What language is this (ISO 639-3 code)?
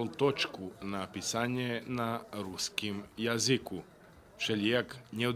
rue